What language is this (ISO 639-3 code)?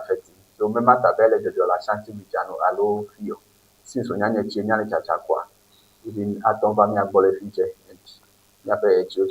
ewe